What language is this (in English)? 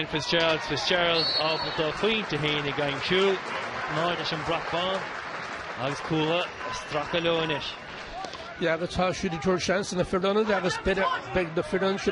Irish